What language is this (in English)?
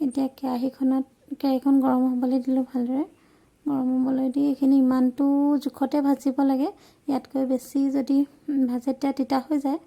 Assamese